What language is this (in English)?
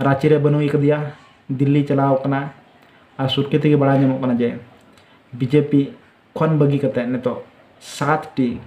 Santali